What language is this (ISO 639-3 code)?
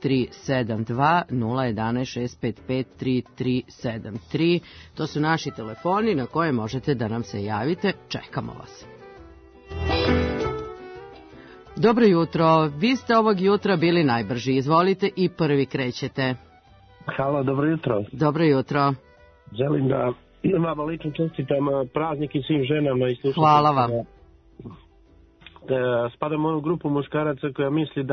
srp